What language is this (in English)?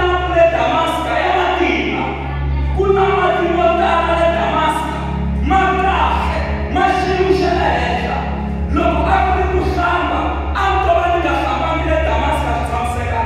Tsonga